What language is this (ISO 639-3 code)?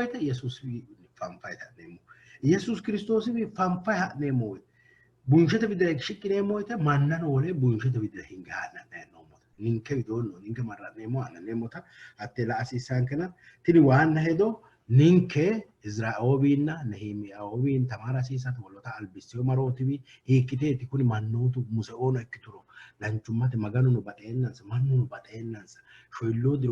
sid